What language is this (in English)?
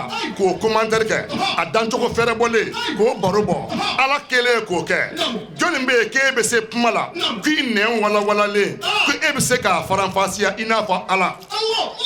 Bambara